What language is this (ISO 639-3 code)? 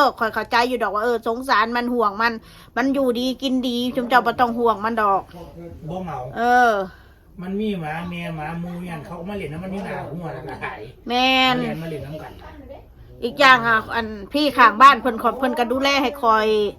tts